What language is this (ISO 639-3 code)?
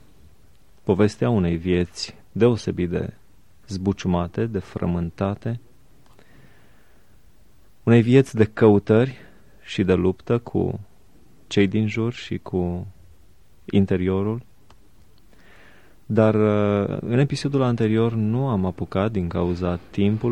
ron